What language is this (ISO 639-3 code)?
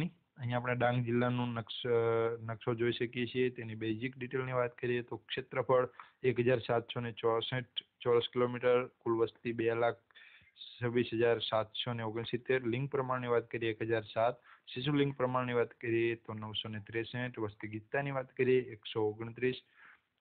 guj